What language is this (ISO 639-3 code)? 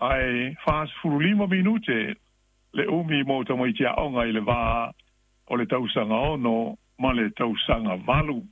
smo